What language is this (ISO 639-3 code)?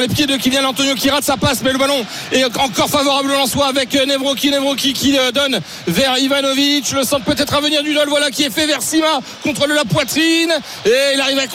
fra